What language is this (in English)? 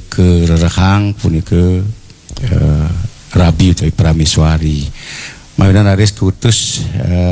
Balinese